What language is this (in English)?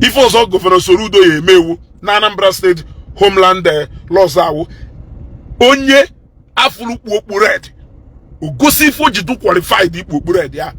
Igbo